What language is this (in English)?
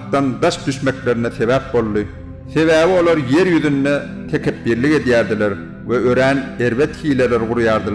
Turkmen